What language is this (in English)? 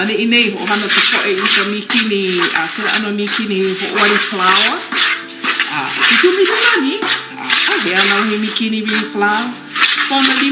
Hawaiian